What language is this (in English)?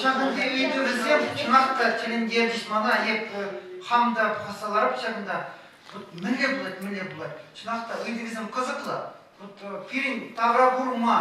Chuvash